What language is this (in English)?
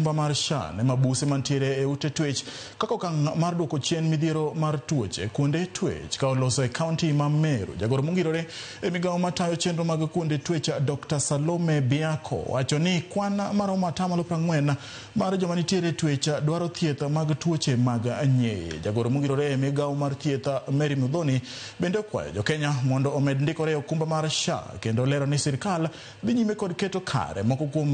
Luo (Kenya and Tanzania)